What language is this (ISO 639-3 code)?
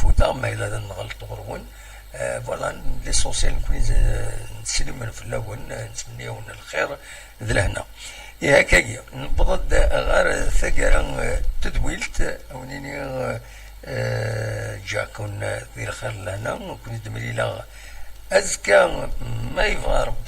kab